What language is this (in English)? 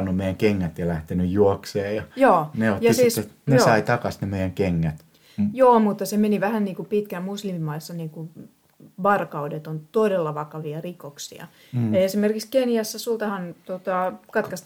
Finnish